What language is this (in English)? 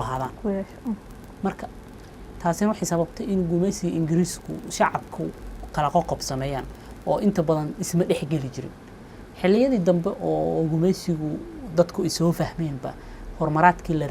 Somali